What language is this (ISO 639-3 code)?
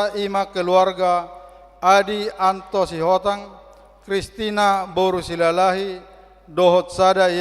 bbc